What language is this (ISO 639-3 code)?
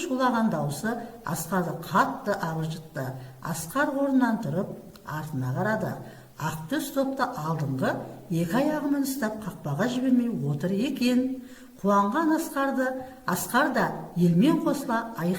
kaz